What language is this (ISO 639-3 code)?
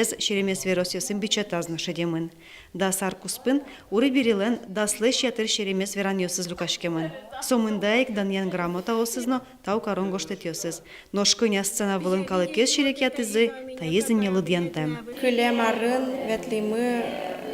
udm